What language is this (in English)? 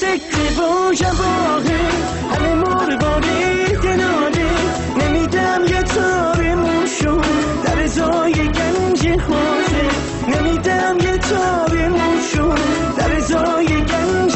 Persian